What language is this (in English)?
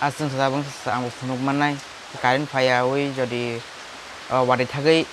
Kok Borok